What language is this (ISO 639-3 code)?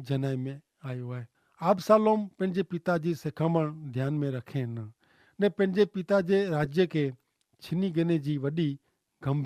kfr